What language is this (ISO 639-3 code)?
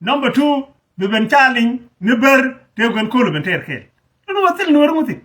nus